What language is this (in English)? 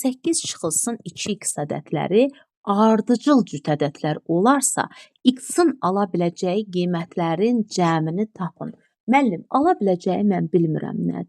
Azerbaijani